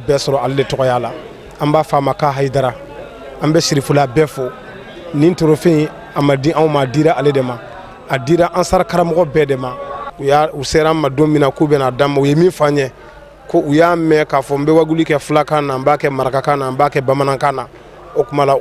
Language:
Bambara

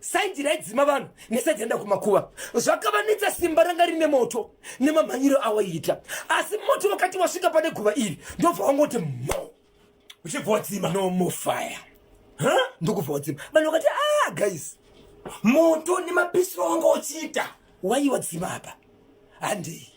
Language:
Shona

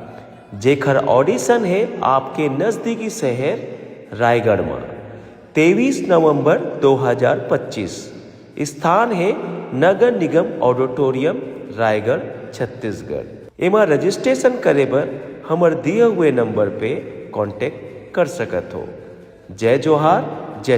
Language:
Chhattisgarhi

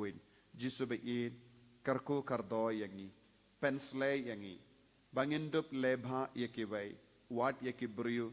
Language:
Khasi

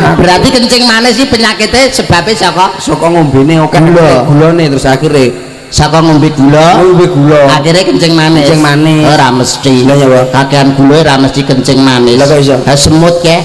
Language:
Javanese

